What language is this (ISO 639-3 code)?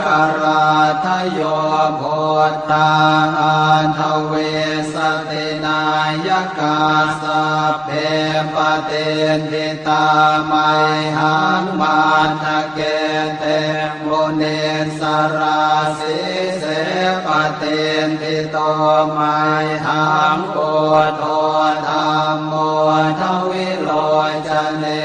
pli